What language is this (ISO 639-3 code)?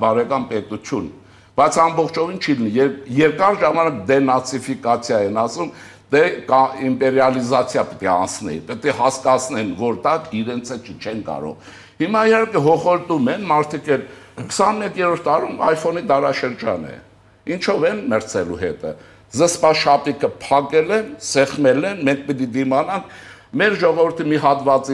hye